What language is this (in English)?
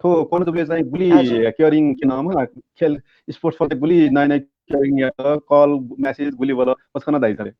Newari